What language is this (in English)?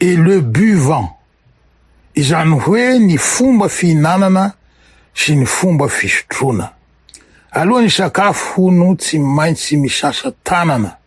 Malagasy